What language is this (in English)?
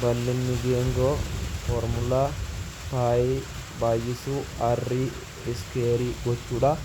Oromo